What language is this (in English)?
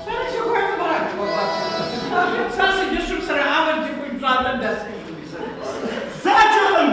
Kabardian